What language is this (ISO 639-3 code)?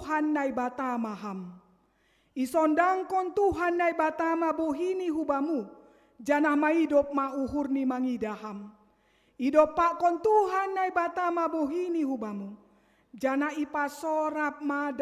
bts